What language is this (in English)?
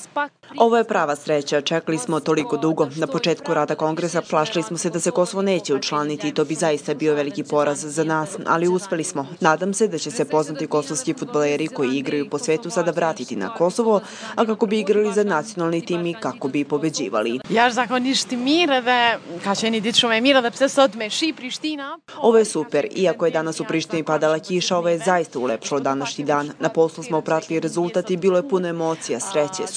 Serbian